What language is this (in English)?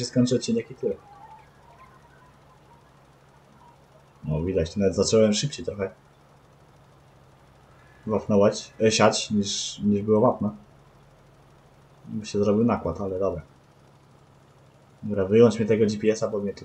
Polish